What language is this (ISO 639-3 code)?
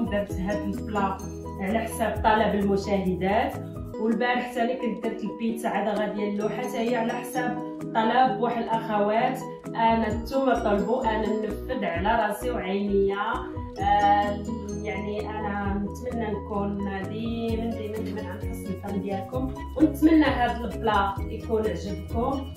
ary